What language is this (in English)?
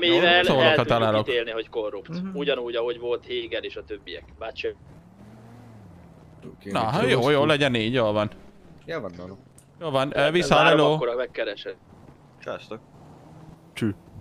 Hungarian